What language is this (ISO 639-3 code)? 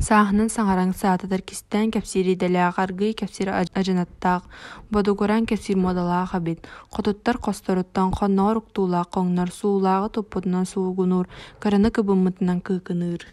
sah